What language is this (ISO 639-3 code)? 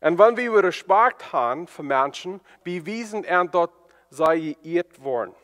pdt